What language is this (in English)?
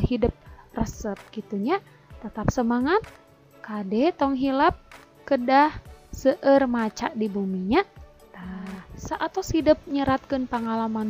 Sundanese